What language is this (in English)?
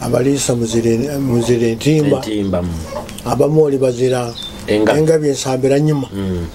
Nyoro